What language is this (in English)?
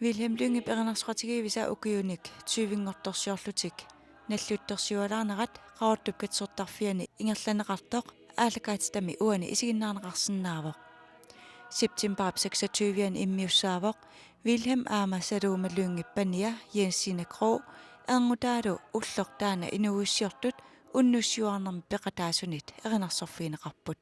Kalaallisut